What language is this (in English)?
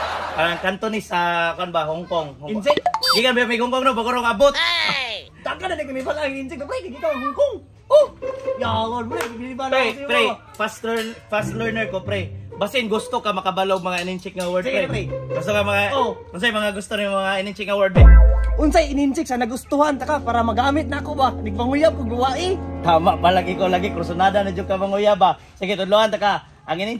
Cebuano